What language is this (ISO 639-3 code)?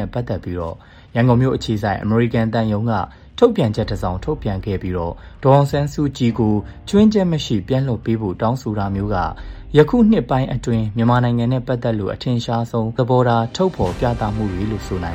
mya